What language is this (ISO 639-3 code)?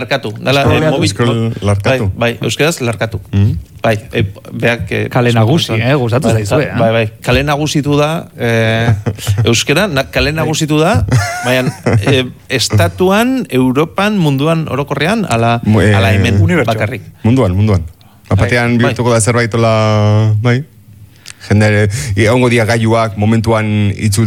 eus